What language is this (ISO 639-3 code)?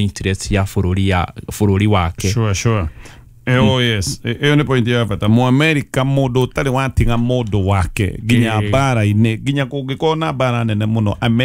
kik